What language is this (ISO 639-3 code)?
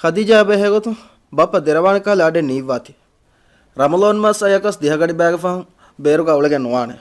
div